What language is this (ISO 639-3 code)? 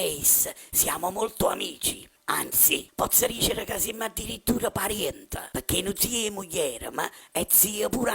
nap